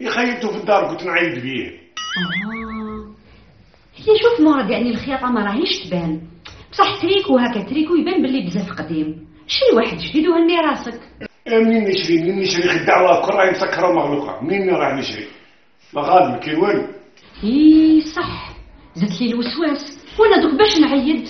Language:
Algerian Arabic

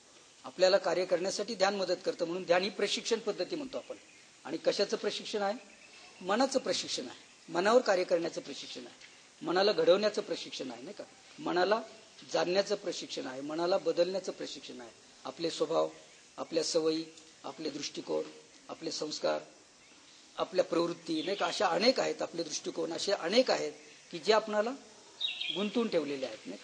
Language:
Marathi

